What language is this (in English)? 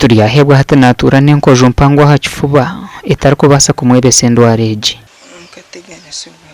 Nyankole